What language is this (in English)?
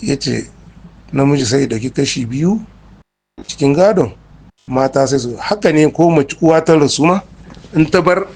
Hausa